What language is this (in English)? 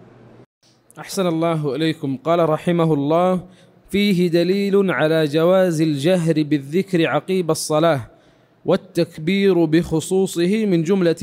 Arabic